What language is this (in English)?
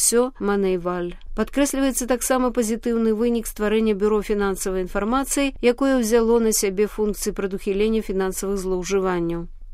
Belarusian